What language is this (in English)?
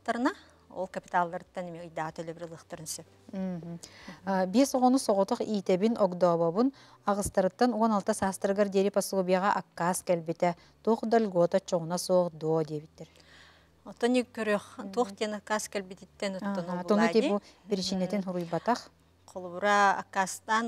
Yakut